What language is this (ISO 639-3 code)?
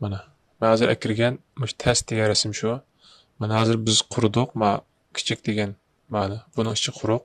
uig